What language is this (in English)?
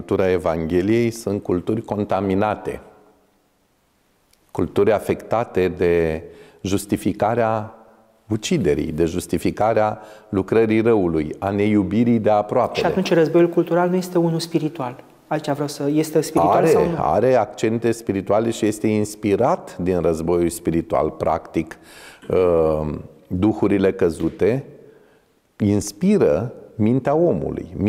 Romanian